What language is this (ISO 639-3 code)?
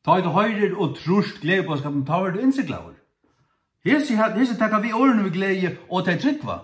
fao